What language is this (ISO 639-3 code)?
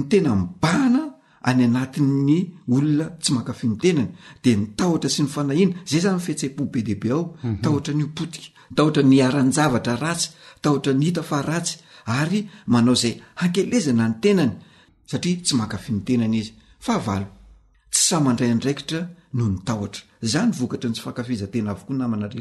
mlg